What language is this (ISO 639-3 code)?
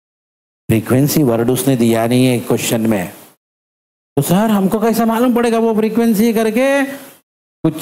hin